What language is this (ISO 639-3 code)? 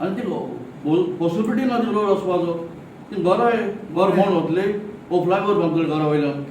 kok